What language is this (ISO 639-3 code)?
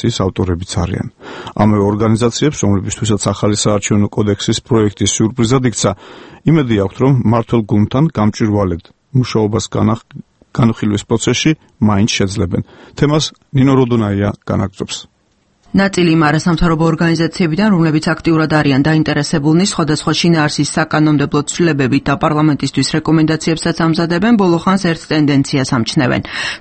kat